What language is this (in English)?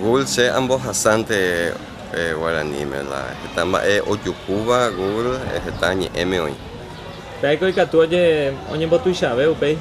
Guarani